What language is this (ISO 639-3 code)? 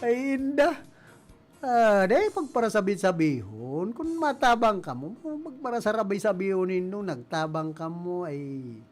bik